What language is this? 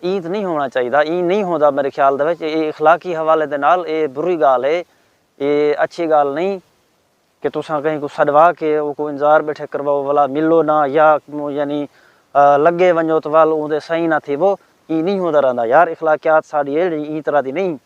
Saraiki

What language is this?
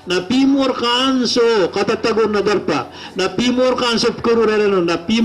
Maranao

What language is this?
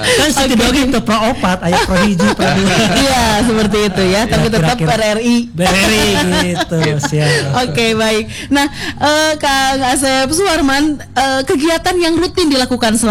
Indonesian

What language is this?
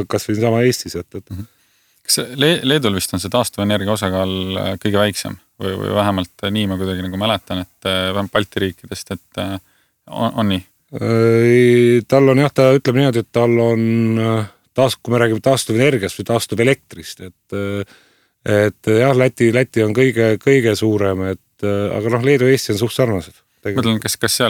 Estonian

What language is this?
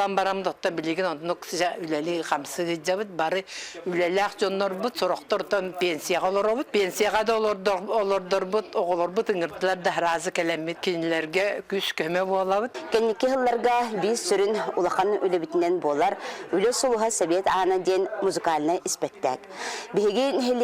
Yakut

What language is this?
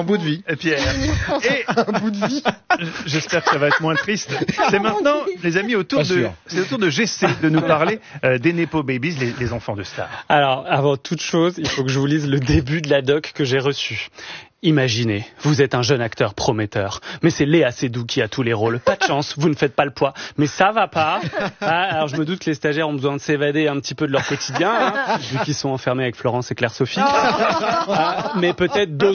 French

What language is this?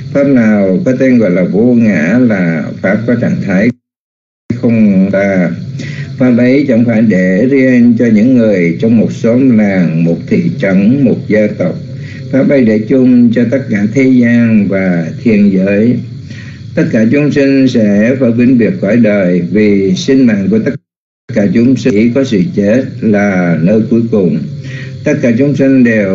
Vietnamese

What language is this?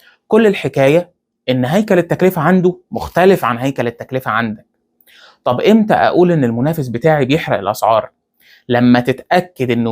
Egyptian Arabic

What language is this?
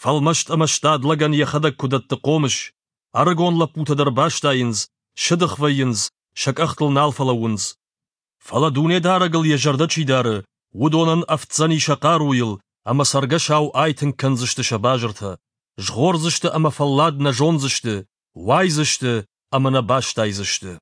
Ossetic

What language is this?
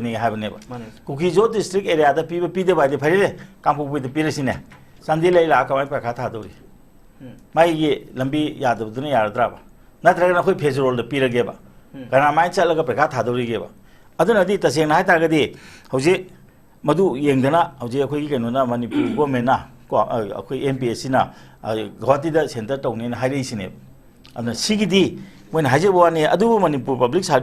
Manipuri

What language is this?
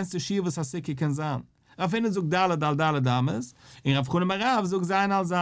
Yiddish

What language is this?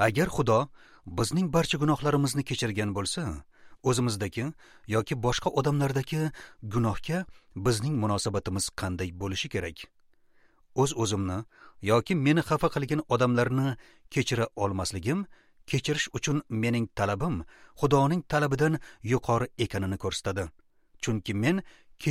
Uzbek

